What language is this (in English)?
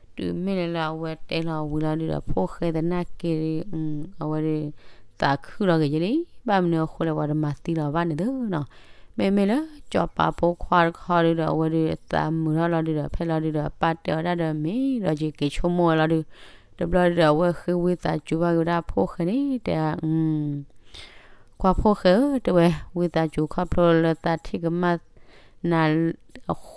S'gaw Karen